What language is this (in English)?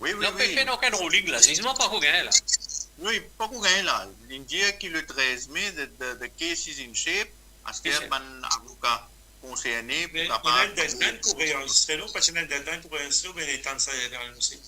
Morisyen